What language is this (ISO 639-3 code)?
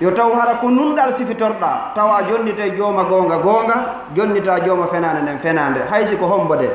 ful